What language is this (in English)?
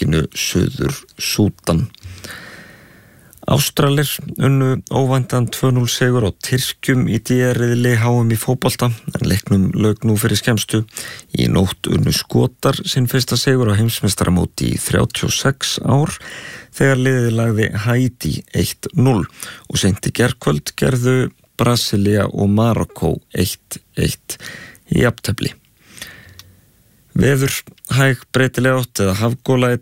Icelandic